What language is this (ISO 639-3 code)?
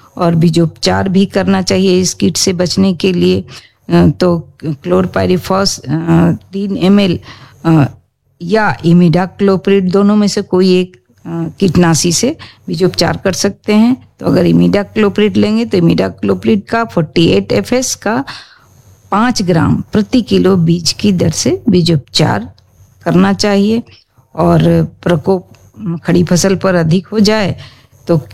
hin